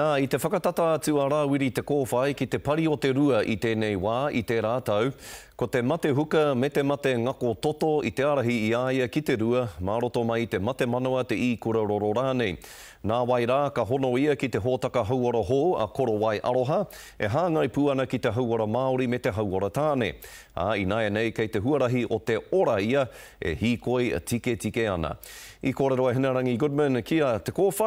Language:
Māori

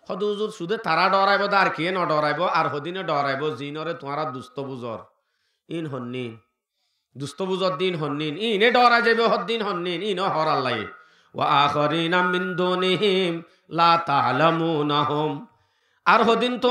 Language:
Rohingya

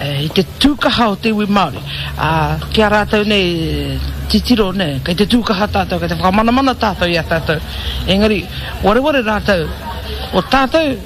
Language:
Māori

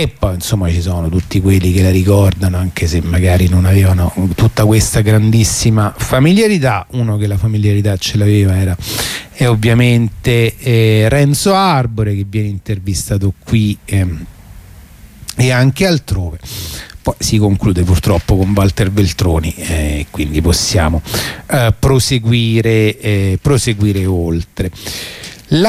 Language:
Italian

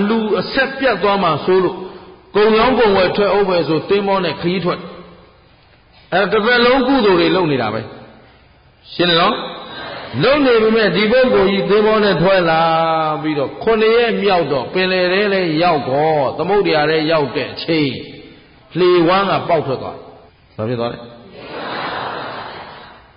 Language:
Burmese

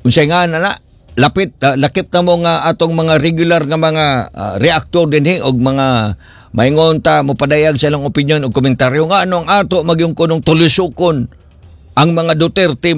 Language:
Cebuano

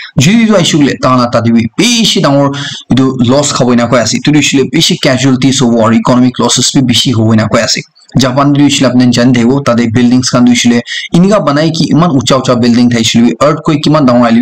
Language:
Naga Pidgin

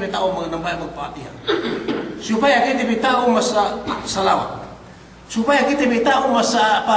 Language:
Yakan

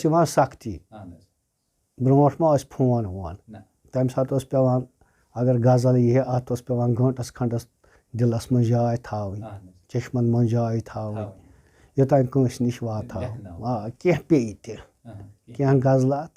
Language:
Kashmiri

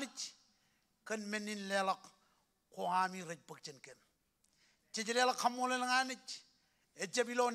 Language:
Marshallese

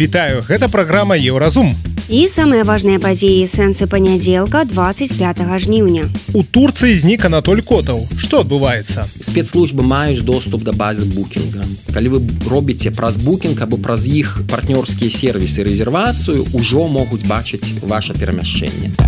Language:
Belarusian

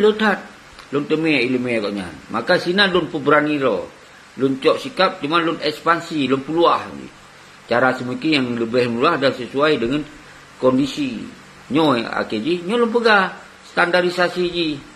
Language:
Achinese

